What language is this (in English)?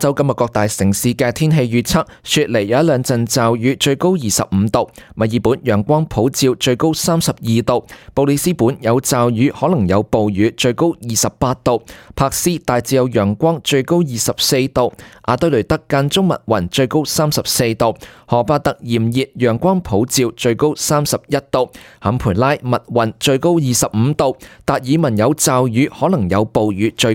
Cantonese